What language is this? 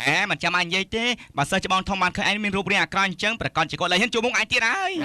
Khmer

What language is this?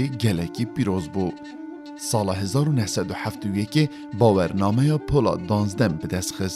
Kurdish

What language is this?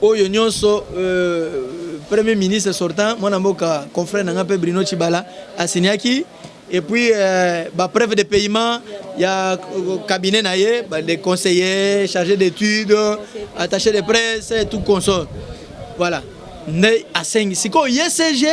Lingala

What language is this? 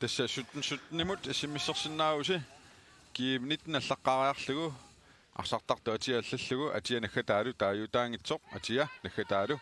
Kalaallisut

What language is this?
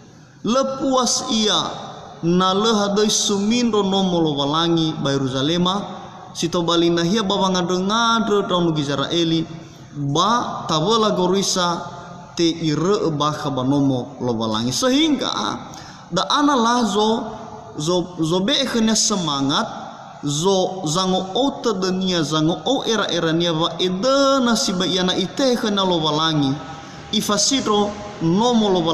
Nias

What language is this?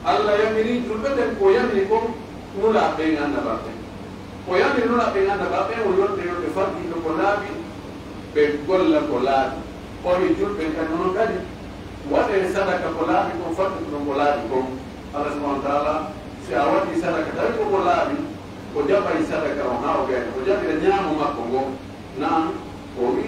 Pular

